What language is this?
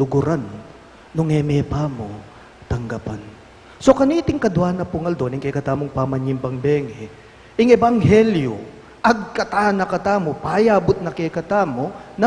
Pampanga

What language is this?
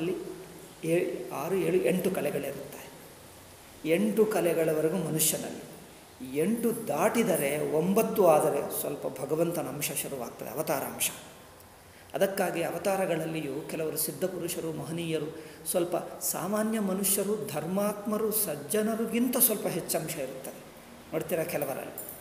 Kannada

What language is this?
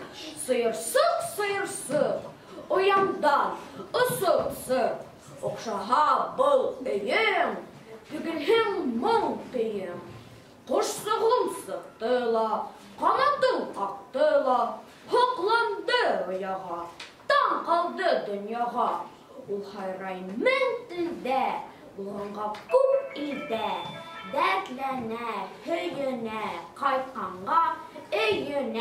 Bashkir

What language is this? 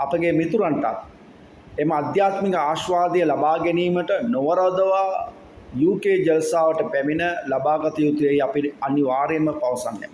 Sinhala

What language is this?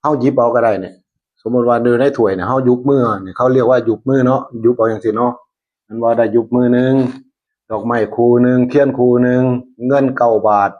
Northeastern Thai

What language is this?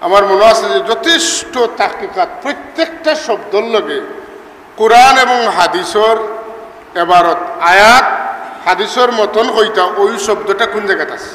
Sylheti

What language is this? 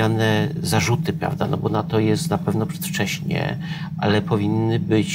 Polish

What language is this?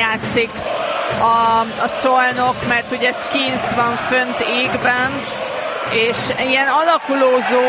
Hungarian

